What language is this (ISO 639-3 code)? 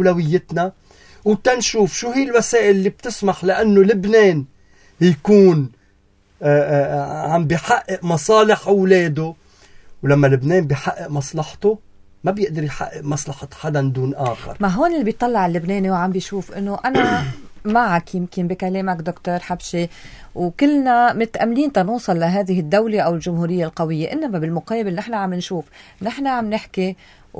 apc